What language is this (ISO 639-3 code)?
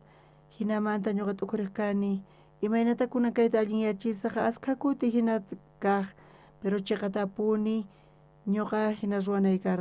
quh